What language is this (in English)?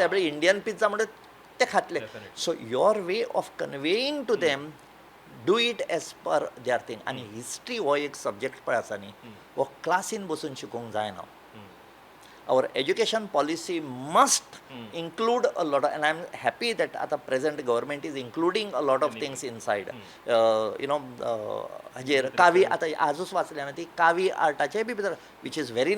Konkani